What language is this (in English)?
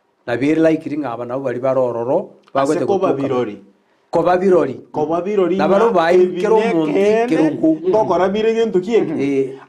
Gusii